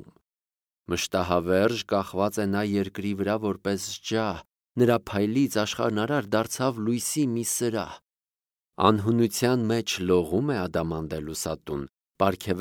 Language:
Armenian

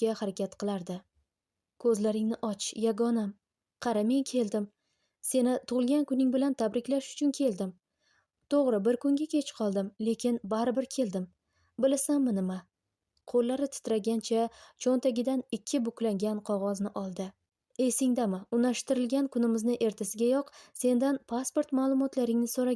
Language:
Uzbek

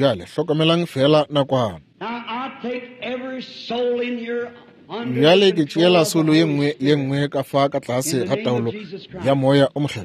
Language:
Northern Sotho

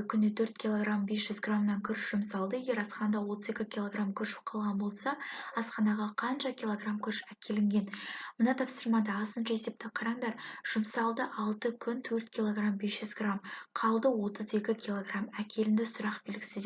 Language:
Kazakh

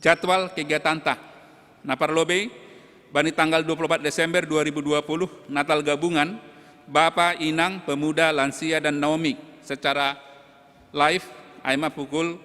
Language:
Batak Simalungun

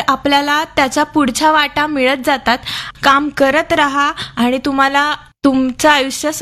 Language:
Marathi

